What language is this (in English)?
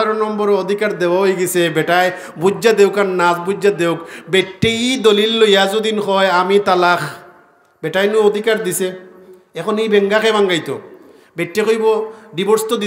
Sylheti